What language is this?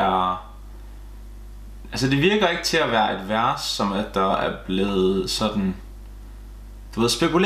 Danish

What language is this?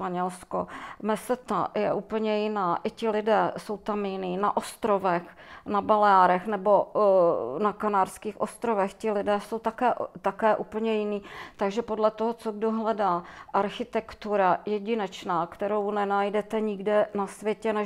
Czech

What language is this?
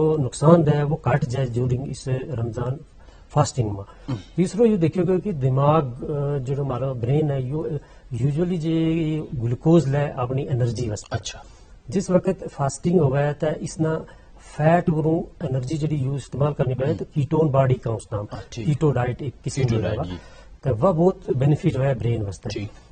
Gujari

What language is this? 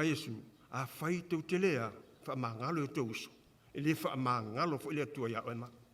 Samoan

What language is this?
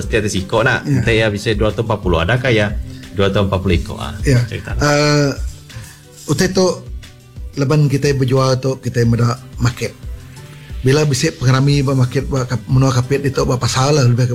Iban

